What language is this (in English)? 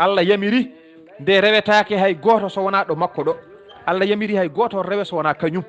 Fula